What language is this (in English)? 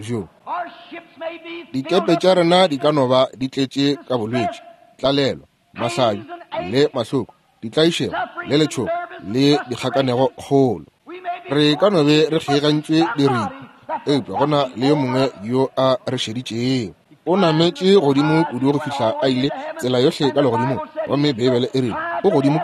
Northern Sotho